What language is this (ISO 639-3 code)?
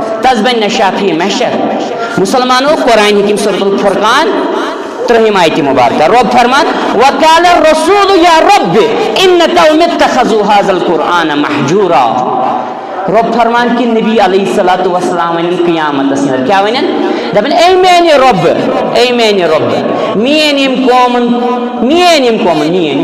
kas